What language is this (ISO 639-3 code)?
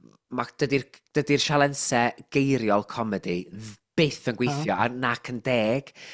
cym